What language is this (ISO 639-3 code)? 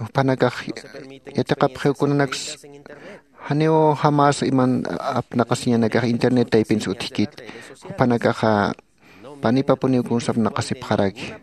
aym